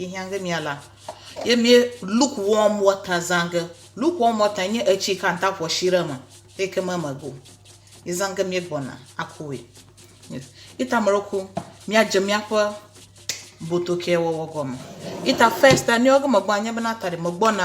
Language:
Ewe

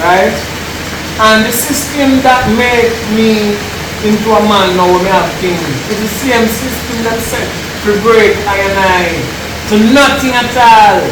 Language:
Jamaican Creole English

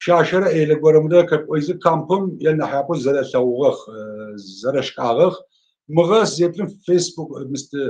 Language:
Adyghe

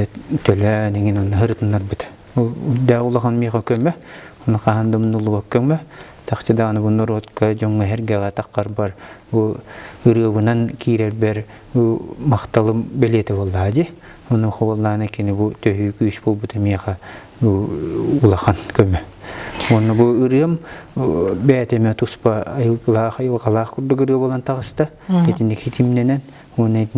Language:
Yakut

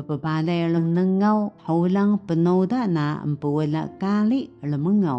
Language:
Taroko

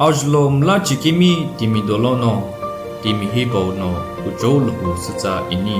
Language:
Sumi Naga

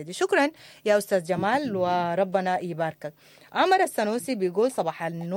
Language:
Sudanese Arabic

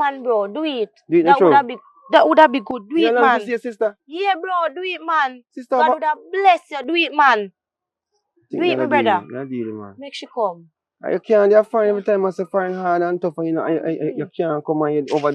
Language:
Jamaican Creole English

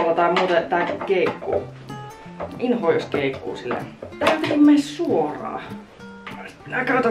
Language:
Finnish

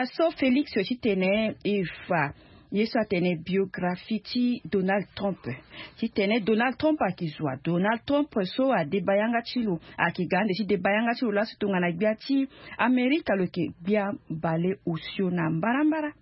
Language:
Sango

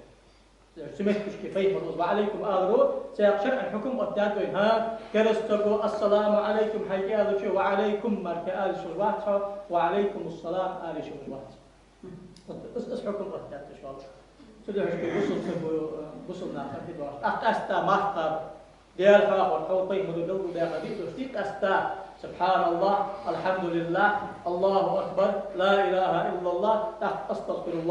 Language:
Ingush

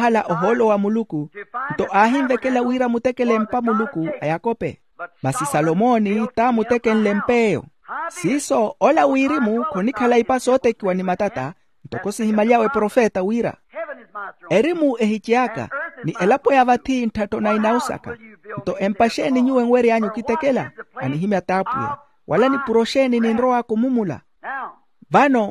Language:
Makhuwa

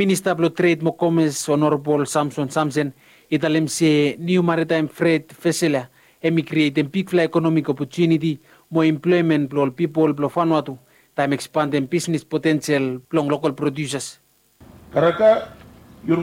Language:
Bislama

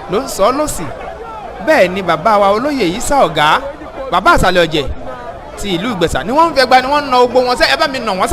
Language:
Yoruba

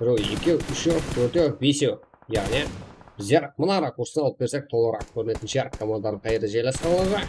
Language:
Kara-Kalpak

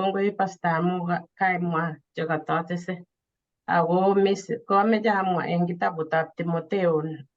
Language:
Kalenjin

